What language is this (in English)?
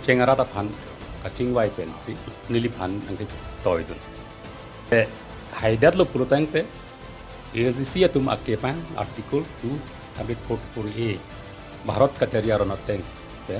Karbi